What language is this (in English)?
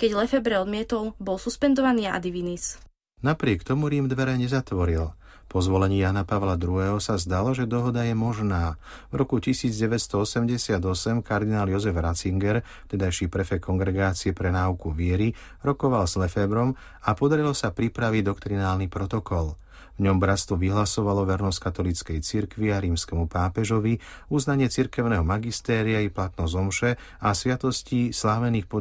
Slovak